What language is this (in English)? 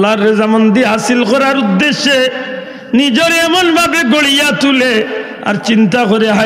Sylheti